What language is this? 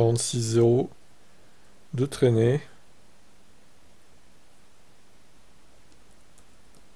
French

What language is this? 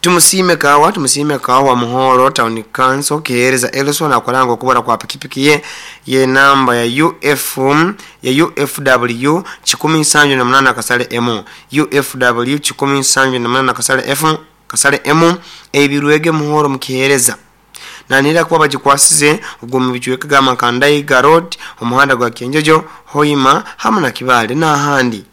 Nyoro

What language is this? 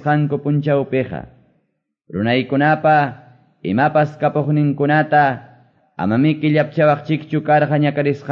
Quechua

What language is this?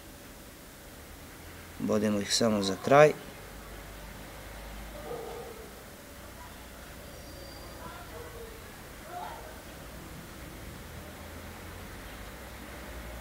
Serbian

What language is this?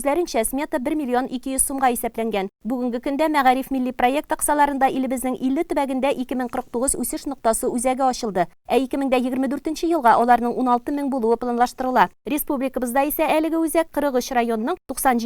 Tatar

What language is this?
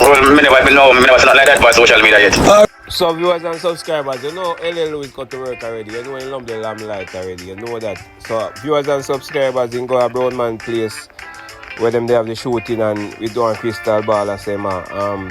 Jamaican Creole English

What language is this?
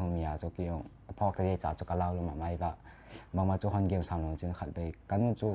Paite Chin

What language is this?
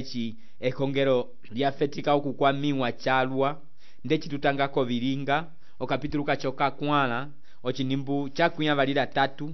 Umbundu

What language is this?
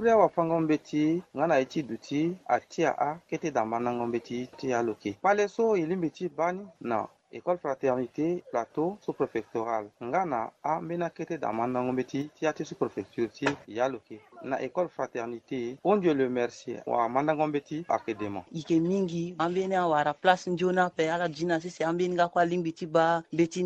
Sango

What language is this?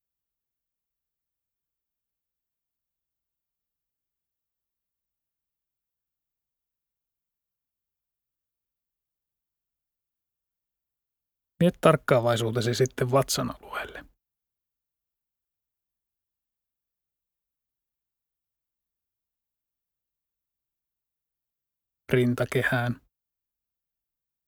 Finnish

